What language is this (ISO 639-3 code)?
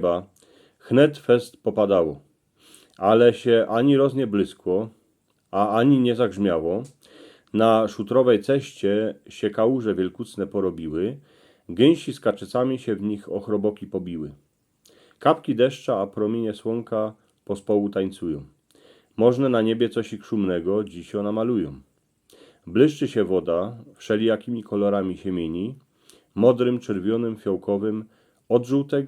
szl